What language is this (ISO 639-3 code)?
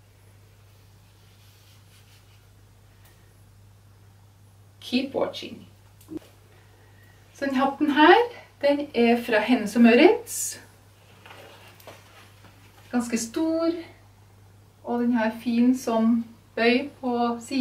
nor